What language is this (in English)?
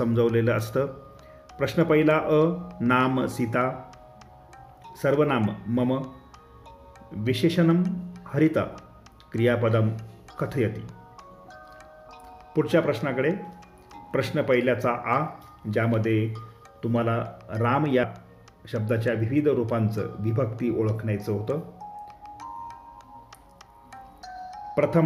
Marathi